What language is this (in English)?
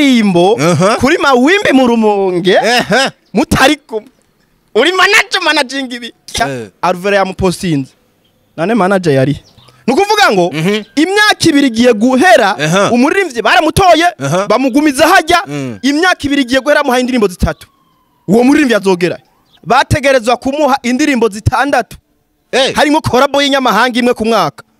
Rundi